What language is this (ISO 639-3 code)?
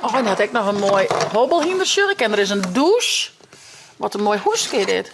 fry